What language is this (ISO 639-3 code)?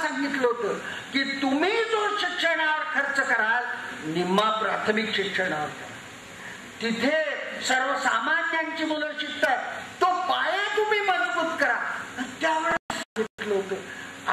mar